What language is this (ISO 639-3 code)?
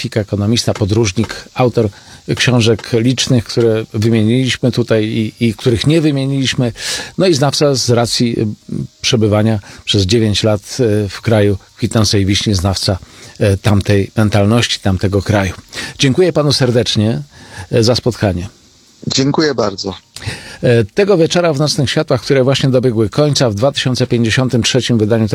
pol